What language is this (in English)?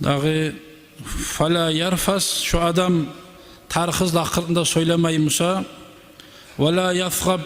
Kumyk